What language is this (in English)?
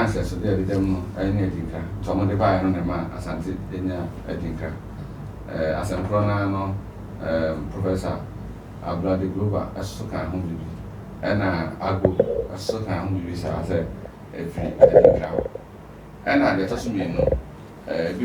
Akan